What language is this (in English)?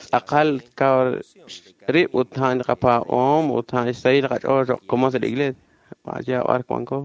Kekchí